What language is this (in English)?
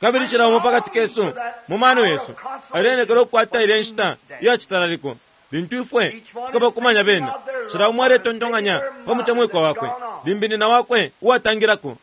Bemba